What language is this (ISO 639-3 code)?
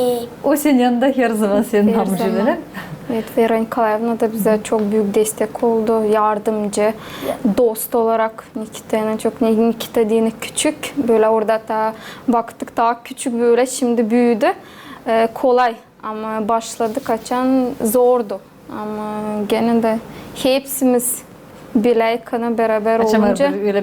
gag